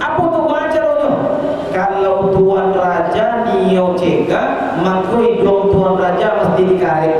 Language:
Minangkabau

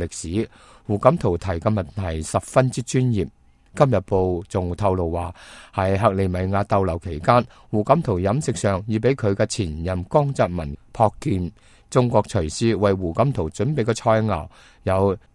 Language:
Cantonese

